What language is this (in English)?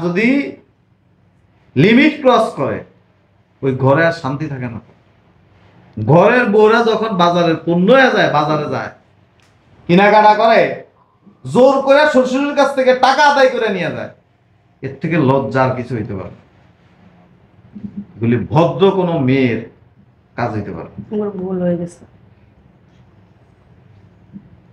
Bangla